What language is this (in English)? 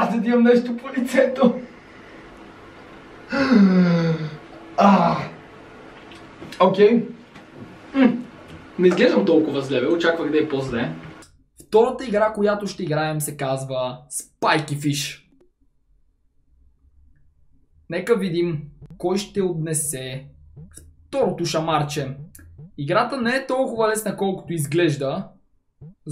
Bulgarian